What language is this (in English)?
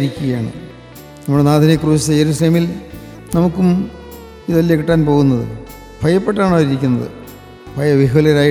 Malayalam